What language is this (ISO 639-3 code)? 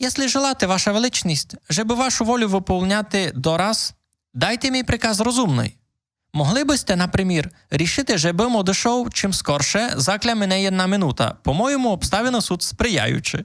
rue